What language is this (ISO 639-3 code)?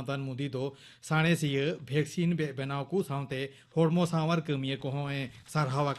sat